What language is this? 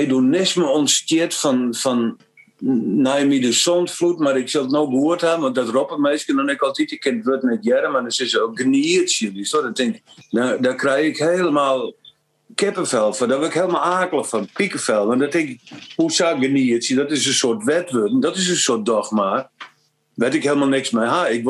Western Frisian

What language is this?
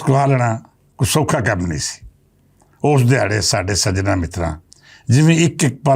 Western Panjabi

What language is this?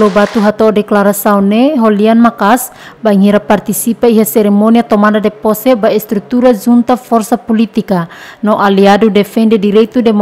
Tetum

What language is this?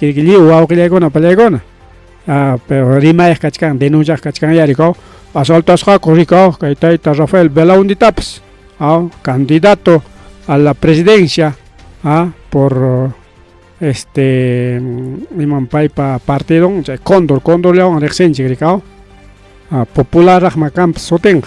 Ayacucho Quechua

